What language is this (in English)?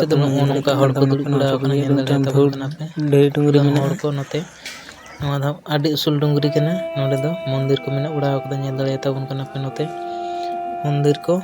Santali